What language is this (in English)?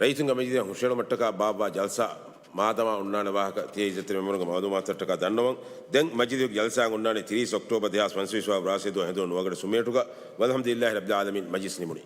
Divehi